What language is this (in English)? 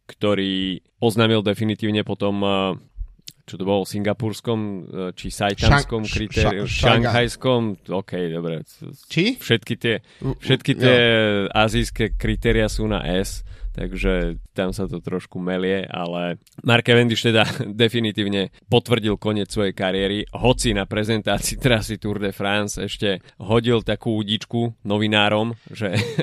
Slovak